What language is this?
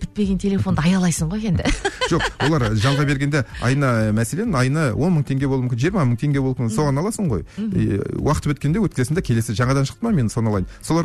Kazakh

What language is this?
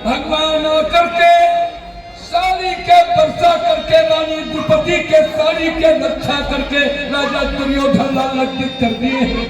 Chhattisgarhi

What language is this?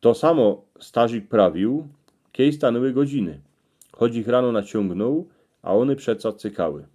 Silesian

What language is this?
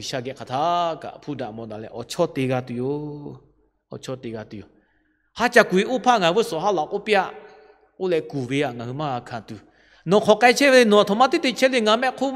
Lahu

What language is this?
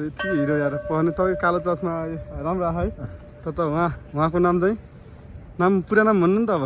Nepali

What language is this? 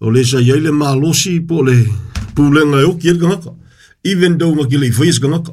Samoan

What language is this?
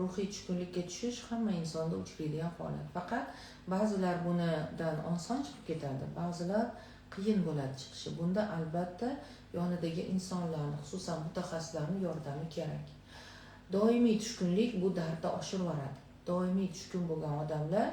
Uzbek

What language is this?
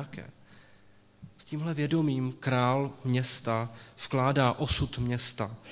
Czech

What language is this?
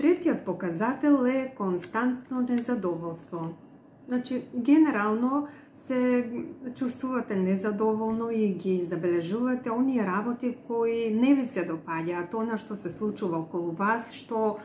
Macedonian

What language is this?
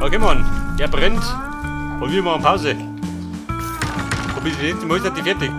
Bavarian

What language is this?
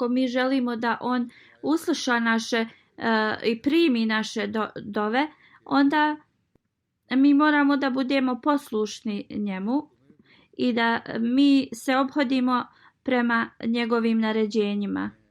Bosnian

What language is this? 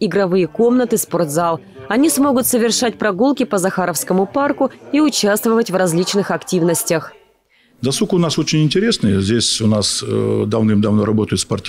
Russian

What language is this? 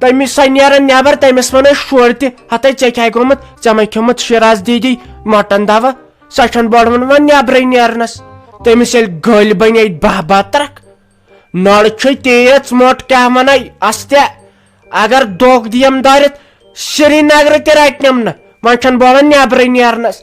Kashmiri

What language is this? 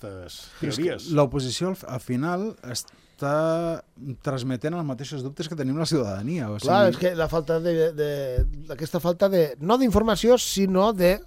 Catalan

